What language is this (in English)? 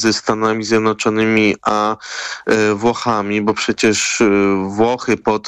Polish